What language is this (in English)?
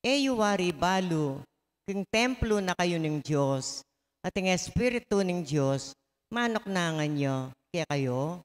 Pampanga